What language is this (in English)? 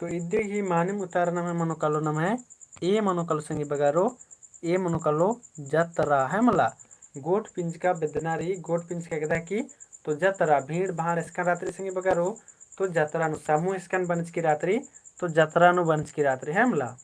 Kurukh